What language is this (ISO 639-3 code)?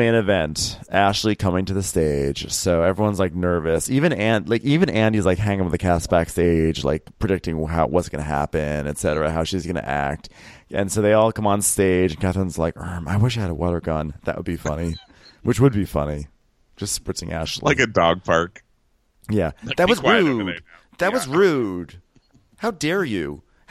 eng